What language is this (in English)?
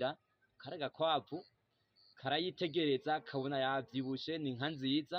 Rundi